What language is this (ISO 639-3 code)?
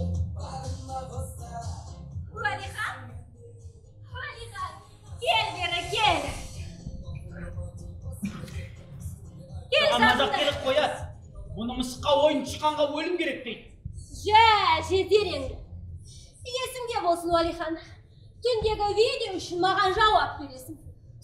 kaz